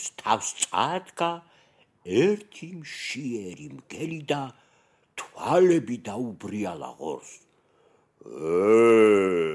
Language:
Georgian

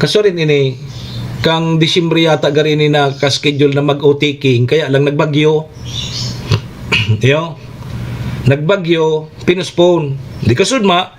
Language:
Bikol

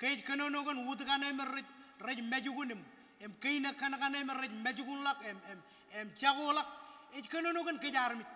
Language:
Marshallese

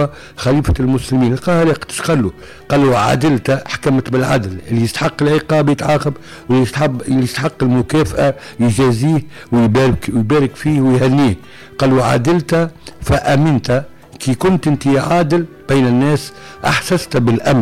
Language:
Tunisian Arabic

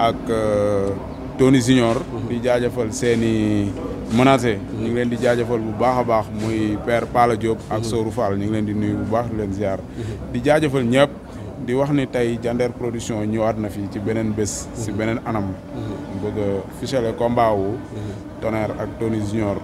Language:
Wolof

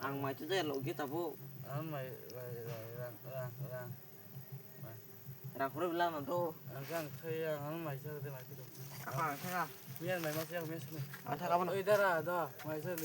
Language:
Kok Borok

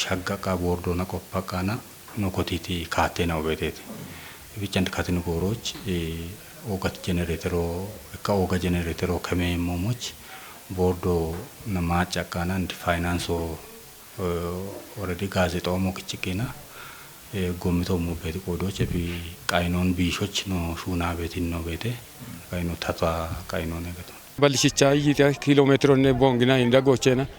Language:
Kafa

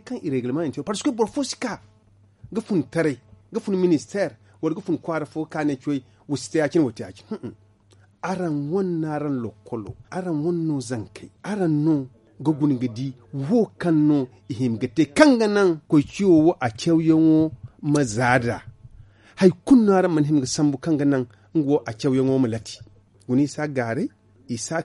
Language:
Zarma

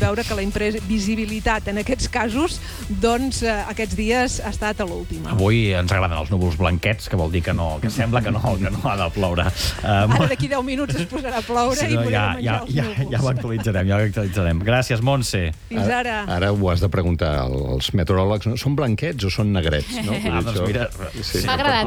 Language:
Catalan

